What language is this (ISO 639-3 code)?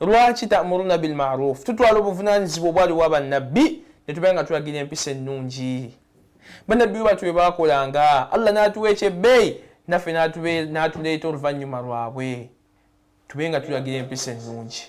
lug